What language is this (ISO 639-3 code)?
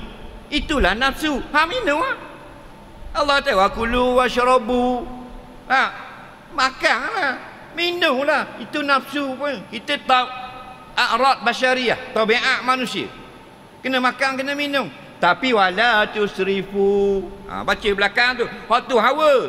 msa